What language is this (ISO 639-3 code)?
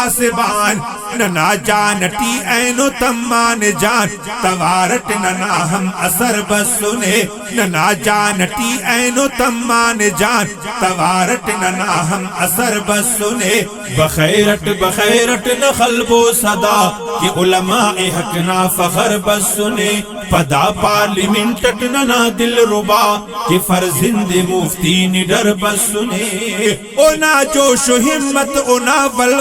brh